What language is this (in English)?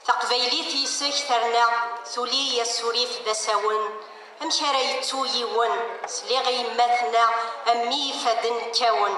Kabyle